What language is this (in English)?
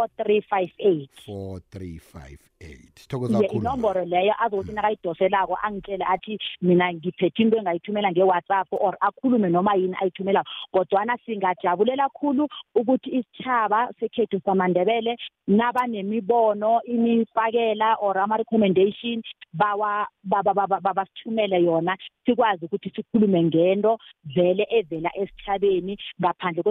South Ndebele